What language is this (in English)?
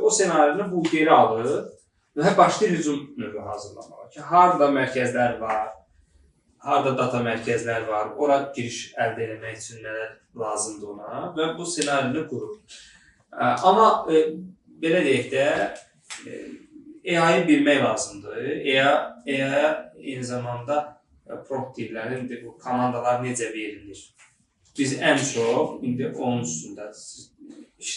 Azerbaijani